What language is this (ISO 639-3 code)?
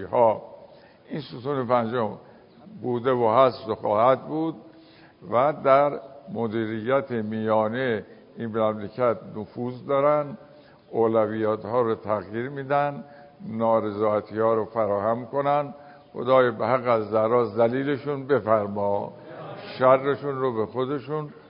fas